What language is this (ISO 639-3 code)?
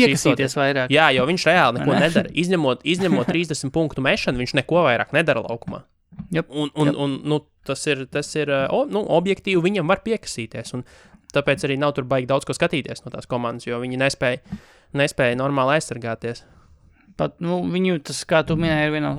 lav